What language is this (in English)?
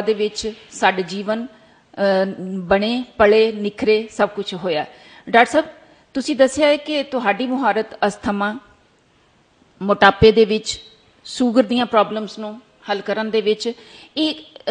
Punjabi